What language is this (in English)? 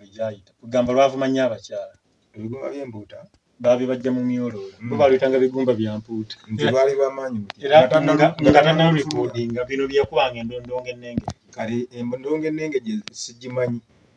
Ganda